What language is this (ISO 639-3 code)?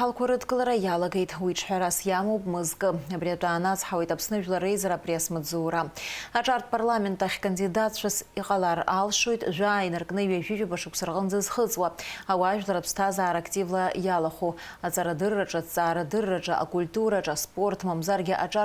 abk